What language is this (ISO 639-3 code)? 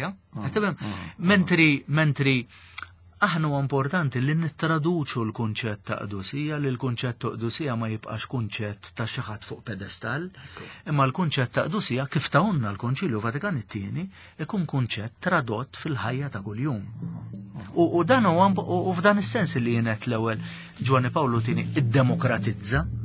mlt